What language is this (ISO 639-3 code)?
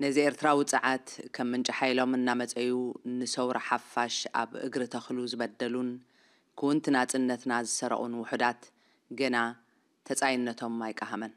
tir